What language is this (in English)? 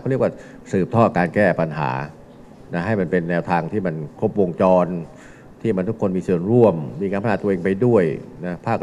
Thai